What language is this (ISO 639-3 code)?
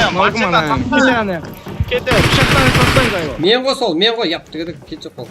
kaa